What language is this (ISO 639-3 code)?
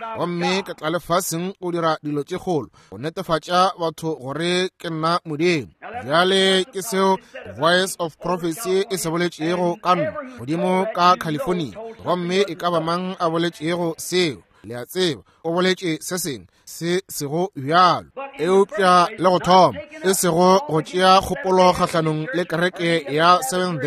nso